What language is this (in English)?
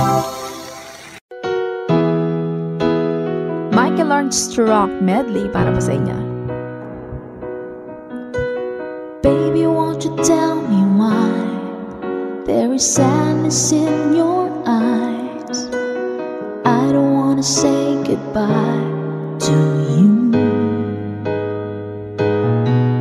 Filipino